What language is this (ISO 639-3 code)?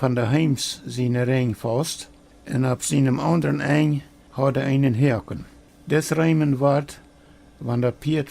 pdt